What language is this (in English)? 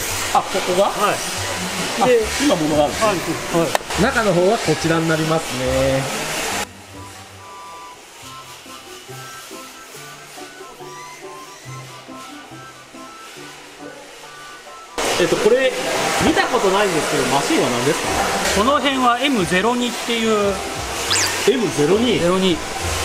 Japanese